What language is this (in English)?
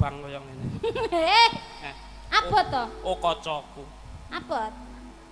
Javanese